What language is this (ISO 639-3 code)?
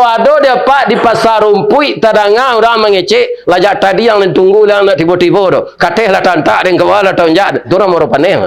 min